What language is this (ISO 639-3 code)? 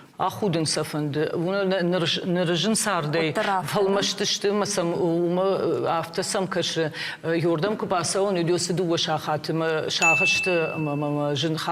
oss